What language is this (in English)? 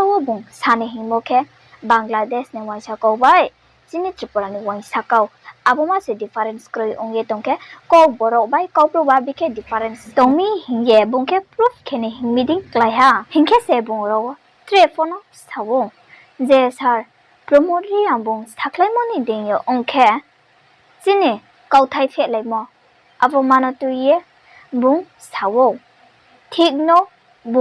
Riang (India)